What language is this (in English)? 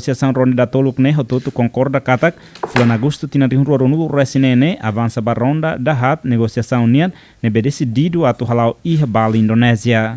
Tetum